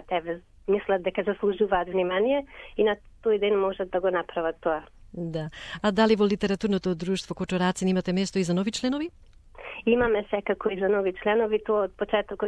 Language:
Macedonian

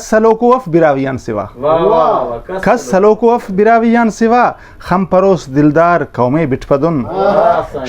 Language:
Brahui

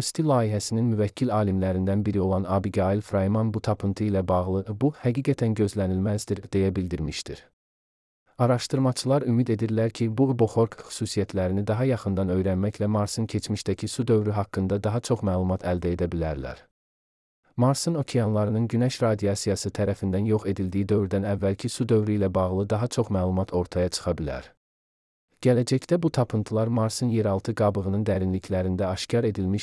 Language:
Azerbaijani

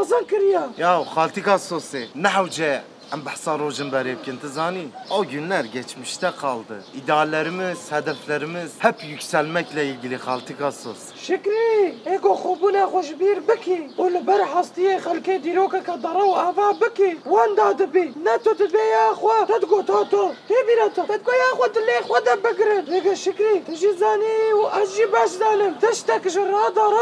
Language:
Kurdish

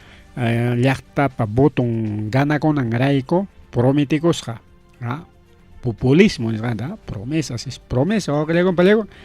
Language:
Ayacucho Quechua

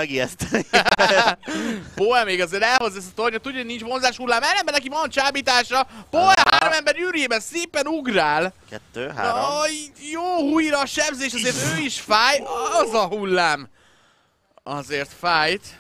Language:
Hungarian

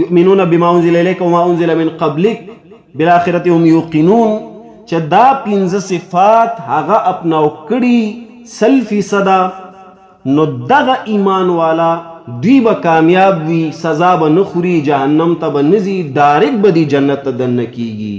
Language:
Pashto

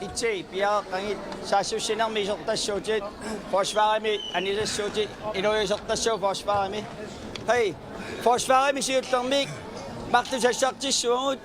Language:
Kalaallisut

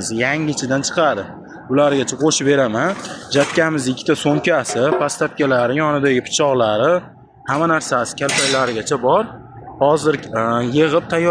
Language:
Uzbek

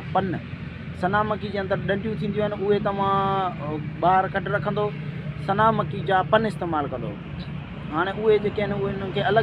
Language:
Sindhi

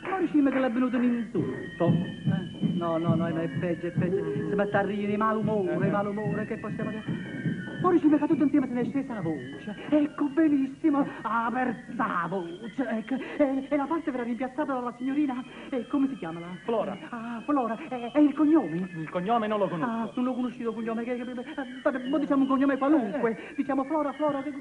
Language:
Neapolitan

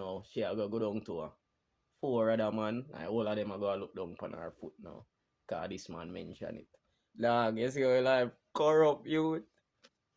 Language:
Jamaican Creole English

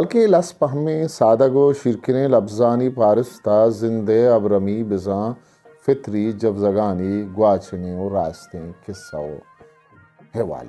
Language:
Eastern Balochi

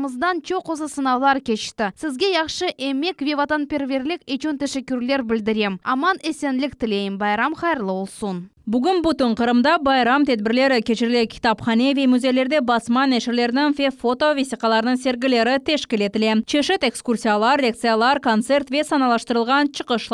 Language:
Crimean Tatar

